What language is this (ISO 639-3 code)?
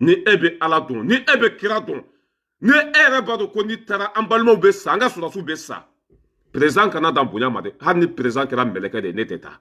bam